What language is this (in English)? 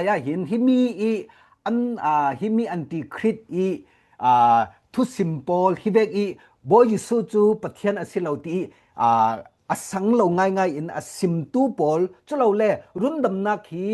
Falam Chin